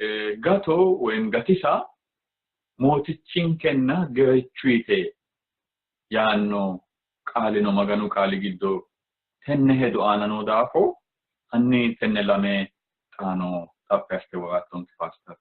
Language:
Sidamo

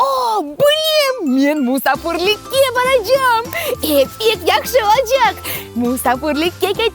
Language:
Crimean Tatar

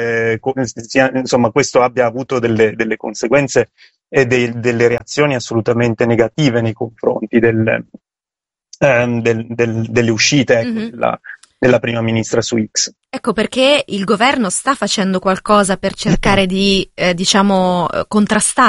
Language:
Italian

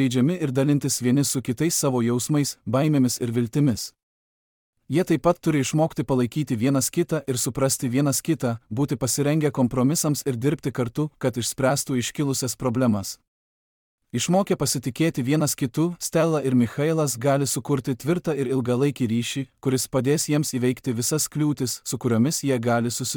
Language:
Lithuanian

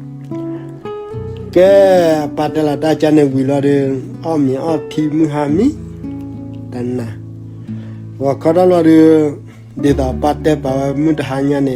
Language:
S'gaw Karen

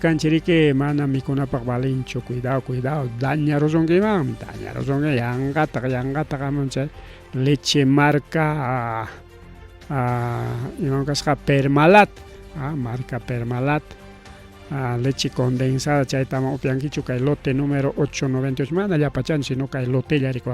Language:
Ayacucho Quechua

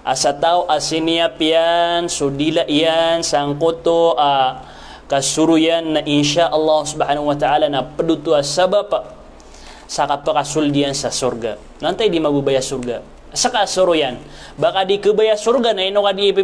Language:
Maranao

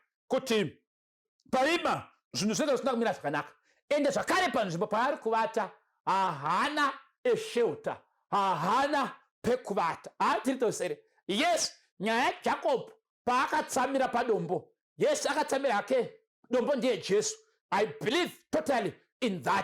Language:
Shona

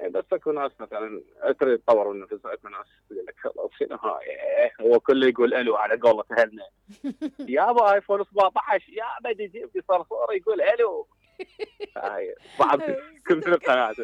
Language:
Mesopotamian Arabic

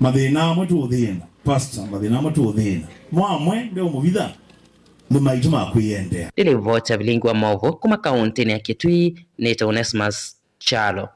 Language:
Kamba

